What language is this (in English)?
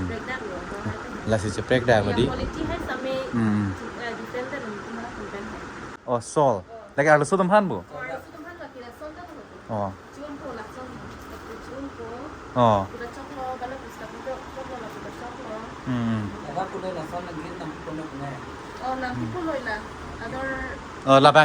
Karbi